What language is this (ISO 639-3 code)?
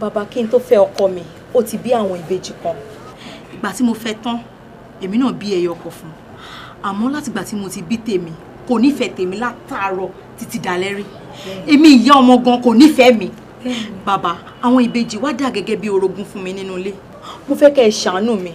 yor